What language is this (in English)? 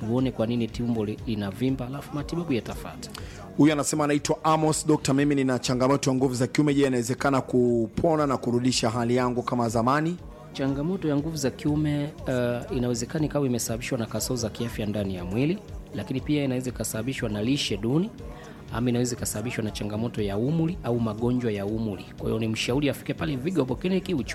Swahili